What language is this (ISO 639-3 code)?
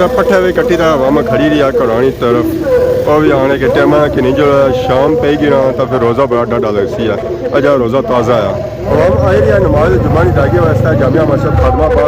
phr